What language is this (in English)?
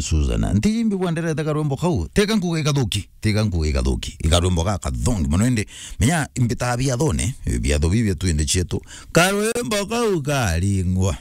Meru